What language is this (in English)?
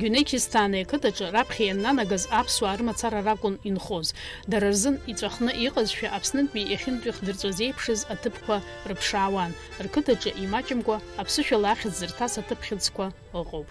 Abkhazian